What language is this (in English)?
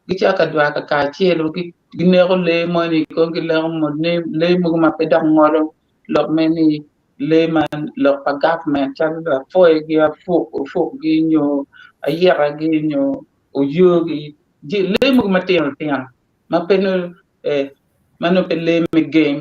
Acoli